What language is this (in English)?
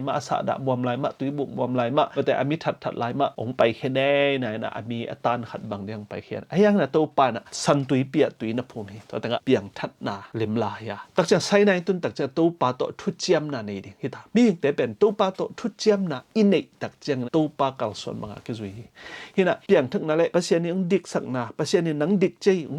Tedim Chin